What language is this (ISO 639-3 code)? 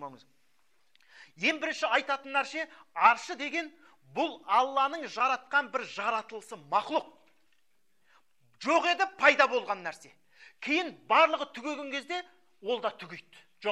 kaz